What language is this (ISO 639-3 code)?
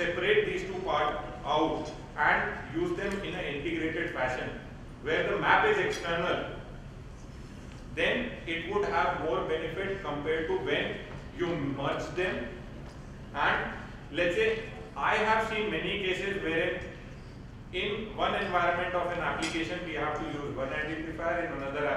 eng